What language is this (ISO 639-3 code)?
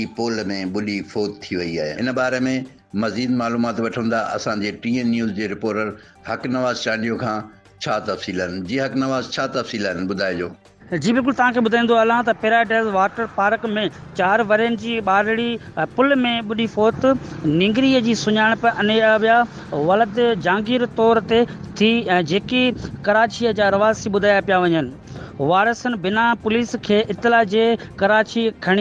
snd